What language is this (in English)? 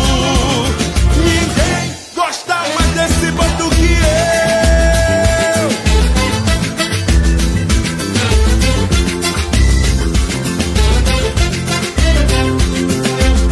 Portuguese